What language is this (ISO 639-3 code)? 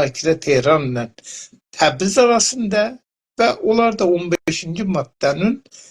azb